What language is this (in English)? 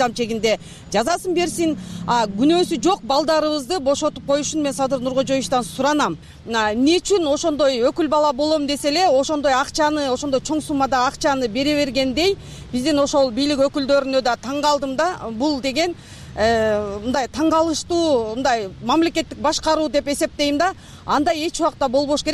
Kyrgyz